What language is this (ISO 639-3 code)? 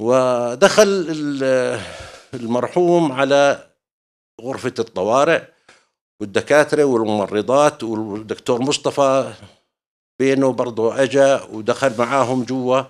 apc